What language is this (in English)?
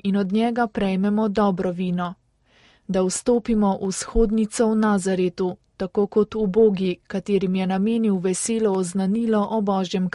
Slovenian